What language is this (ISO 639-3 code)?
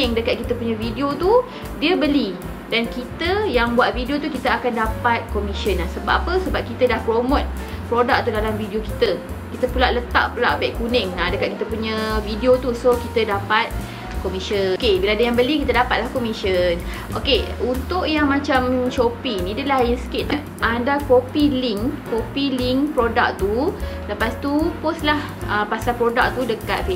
msa